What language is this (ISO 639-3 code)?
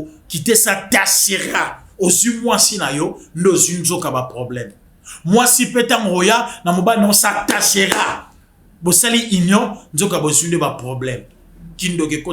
lin